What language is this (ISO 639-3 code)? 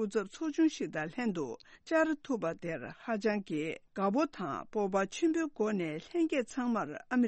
bod